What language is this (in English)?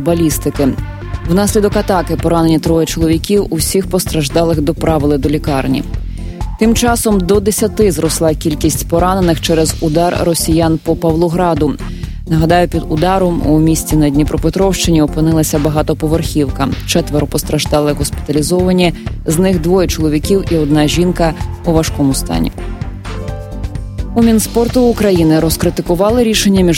Ukrainian